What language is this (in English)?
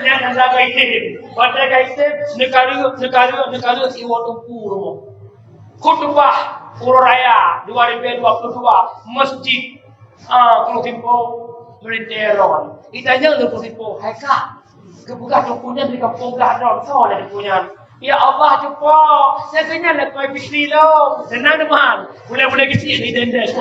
Achinese